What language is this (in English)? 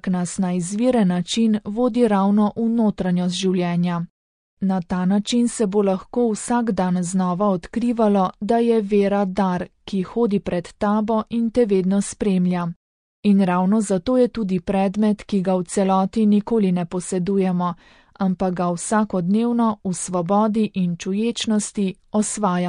Slovenian